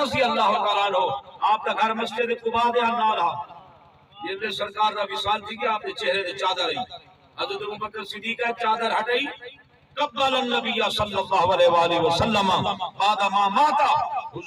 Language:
Saraiki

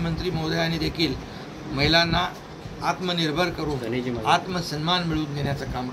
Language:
Marathi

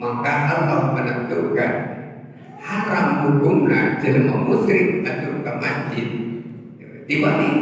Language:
Sundanese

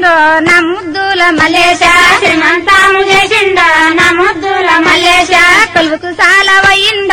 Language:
Telugu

